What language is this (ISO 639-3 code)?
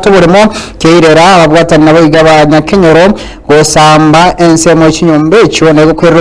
guz